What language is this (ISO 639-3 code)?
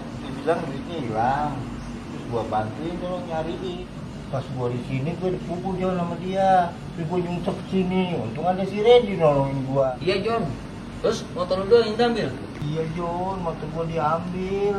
bew